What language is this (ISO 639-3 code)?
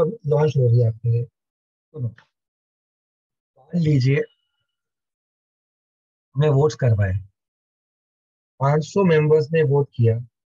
hin